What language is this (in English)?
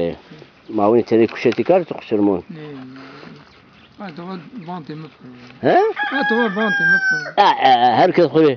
Zaza